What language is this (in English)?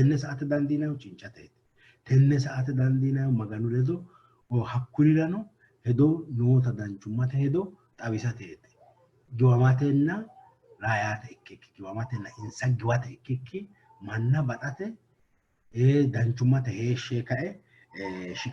Sidamo